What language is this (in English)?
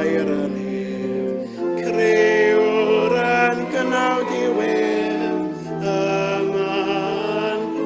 Welsh